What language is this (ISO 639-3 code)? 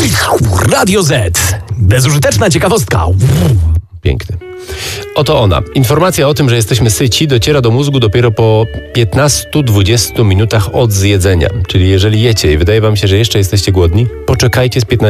pol